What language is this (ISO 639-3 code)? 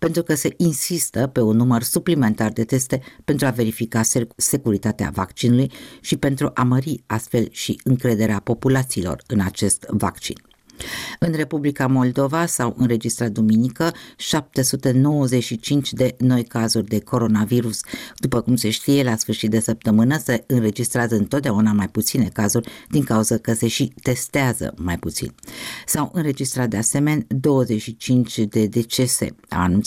ron